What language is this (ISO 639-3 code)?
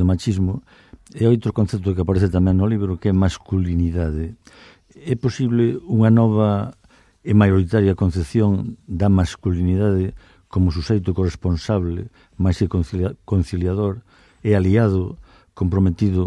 glg